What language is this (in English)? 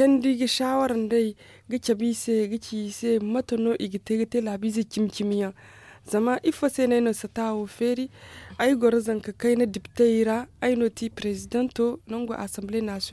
Zarma